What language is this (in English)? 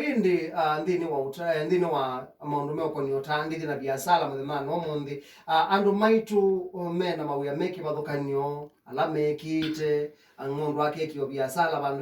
Kamba